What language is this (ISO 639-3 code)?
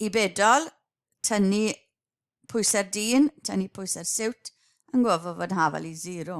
cym